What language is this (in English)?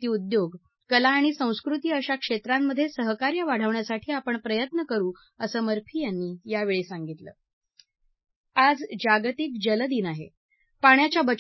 Marathi